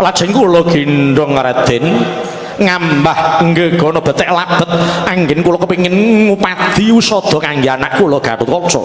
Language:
Javanese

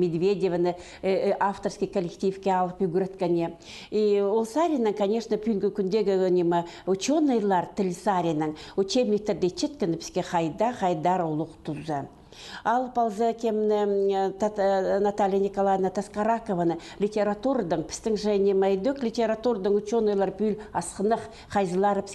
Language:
Khakas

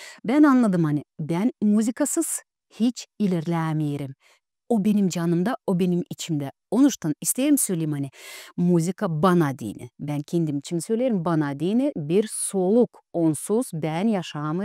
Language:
Gagauz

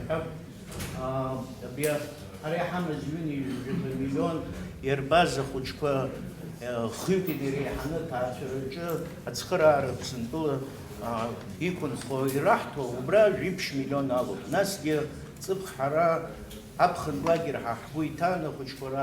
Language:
Abkhazian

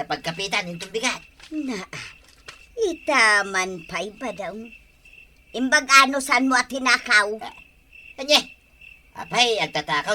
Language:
Iloko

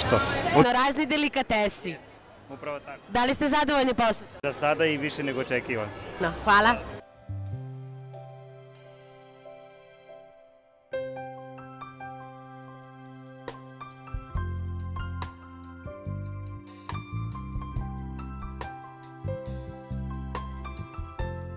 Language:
Serbian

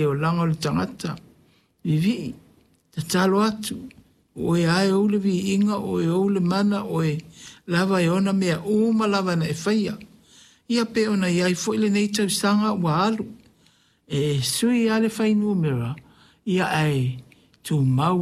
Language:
Samoan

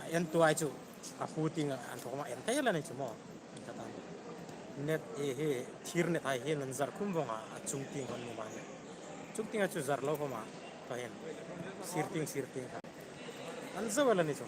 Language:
Hmar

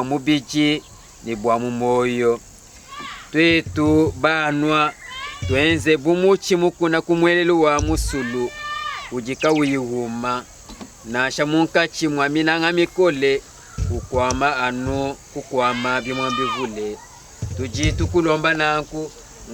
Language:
Luba-Lulua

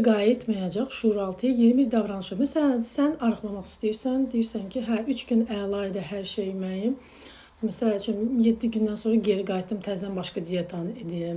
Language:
Azerbaijani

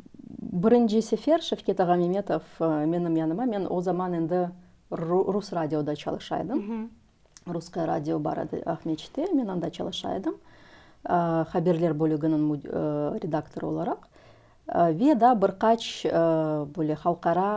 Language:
Crimean Tatar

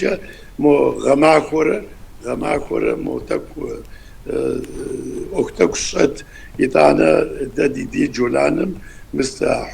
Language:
Kabardian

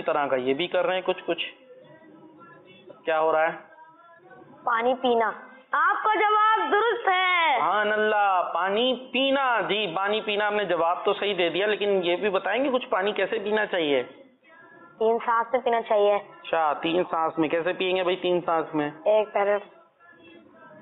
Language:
Urdu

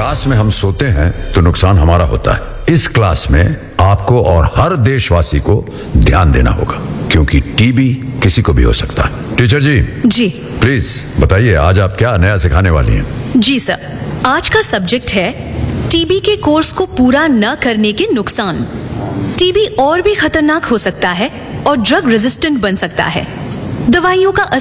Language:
Hindi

